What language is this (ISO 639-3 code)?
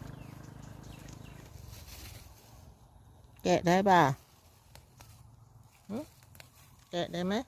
lao